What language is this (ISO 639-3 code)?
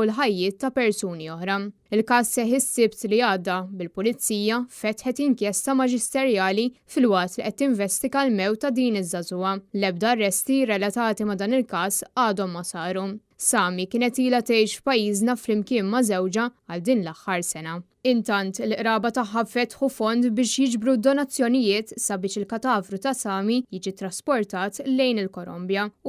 mlt